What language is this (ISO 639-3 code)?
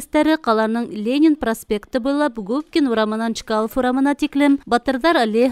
bak